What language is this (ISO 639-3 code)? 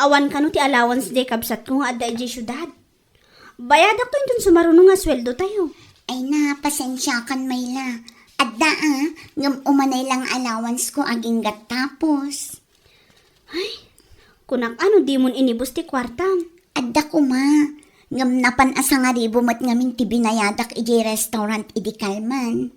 ilo